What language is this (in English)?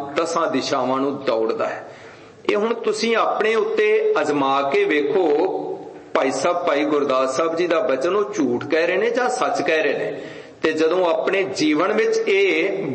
Punjabi